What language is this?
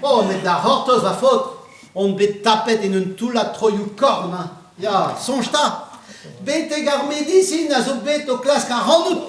Breton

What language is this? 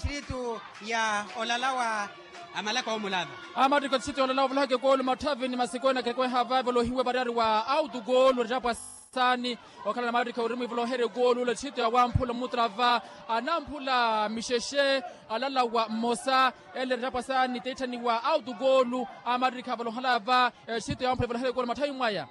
Makhuwa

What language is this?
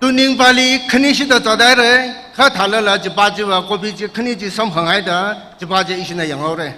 Tangkhul Naga (India)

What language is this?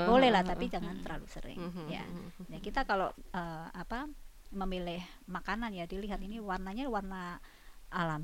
Indonesian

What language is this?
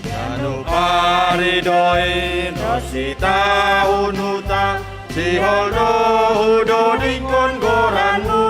Batak Simalungun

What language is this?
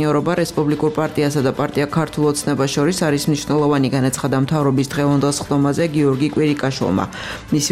Georgian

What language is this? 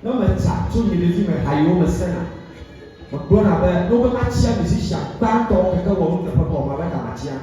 Ewe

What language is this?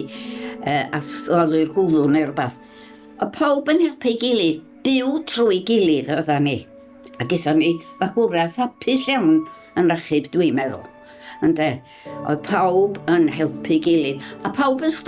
Welsh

